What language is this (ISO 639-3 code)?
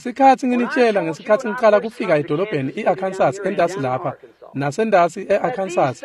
ssw